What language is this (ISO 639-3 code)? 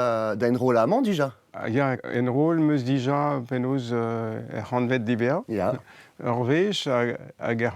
bre